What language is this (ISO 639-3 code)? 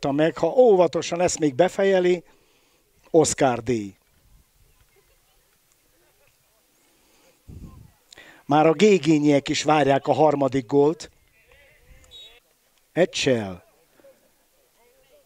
hun